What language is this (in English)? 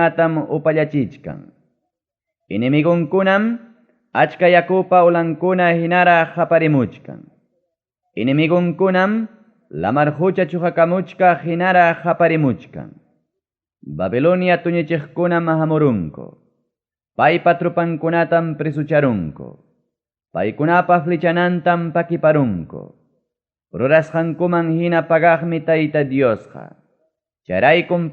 Ayacucho Quechua